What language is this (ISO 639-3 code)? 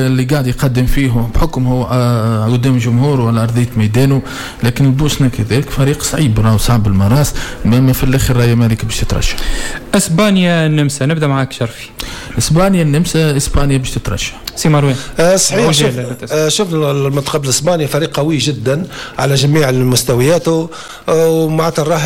aeb